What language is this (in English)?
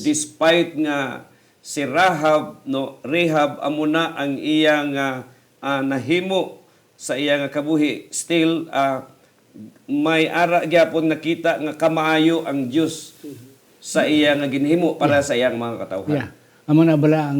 Hiligaynon